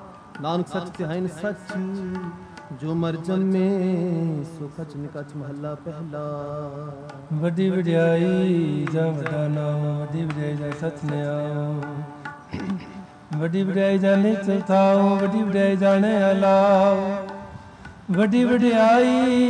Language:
Punjabi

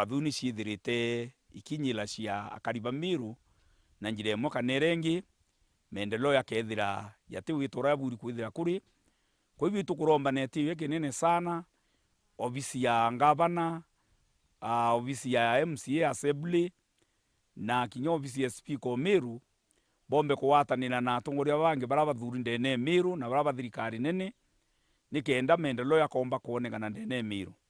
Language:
Meru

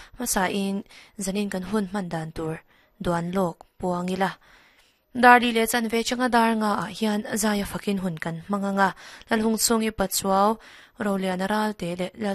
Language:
Mizo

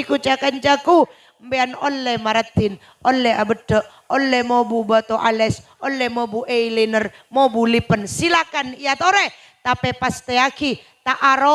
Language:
Madurese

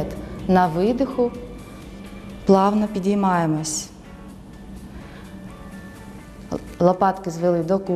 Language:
Ukrainian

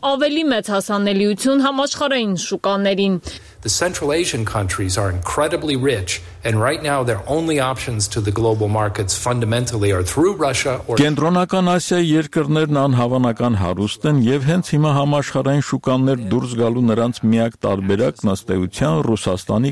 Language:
Armenian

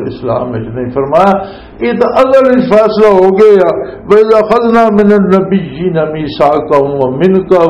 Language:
Western Panjabi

